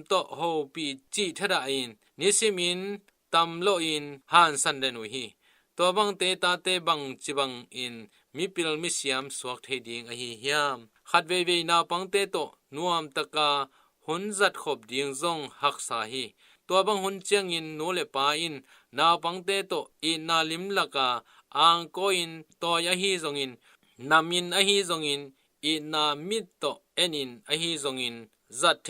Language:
Tedim Chin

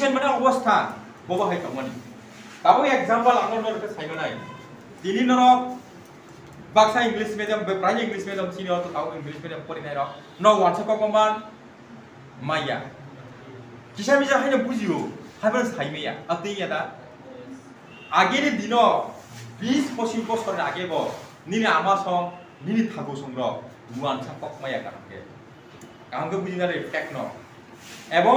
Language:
Kok Borok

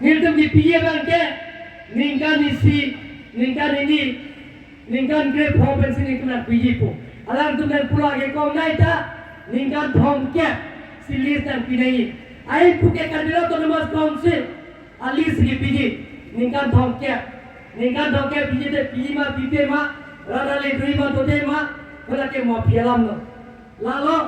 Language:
Karbi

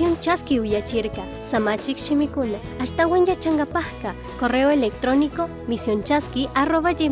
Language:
Chimborazo Highland Quichua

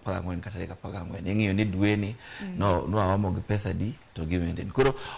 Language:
Luo (Kenya and Tanzania)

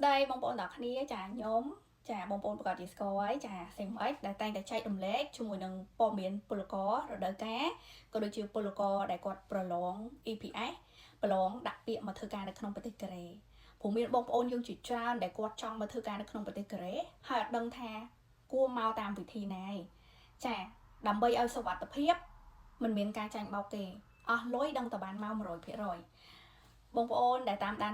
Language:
Khmer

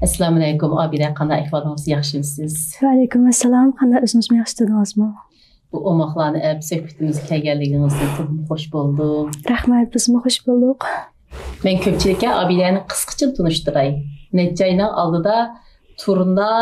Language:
Uyghur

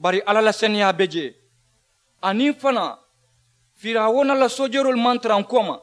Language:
Mandingo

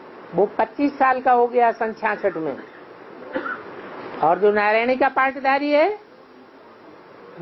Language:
Hindi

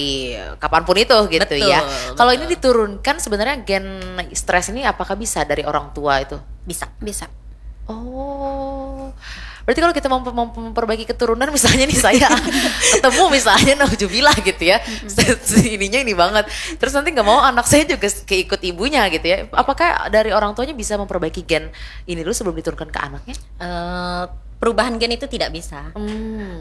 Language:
Indonesian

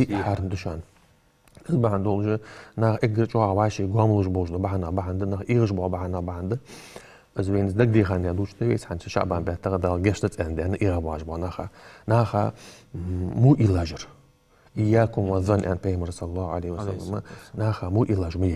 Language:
Ingush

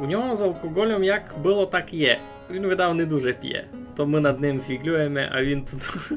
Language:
Rusyn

